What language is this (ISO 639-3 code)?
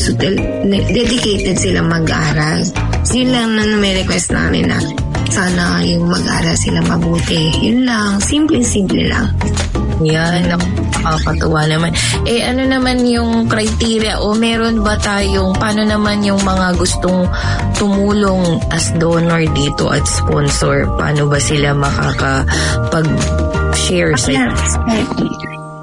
fil